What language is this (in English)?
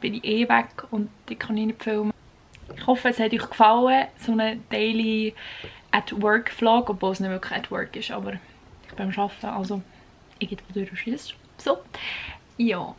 Swiss German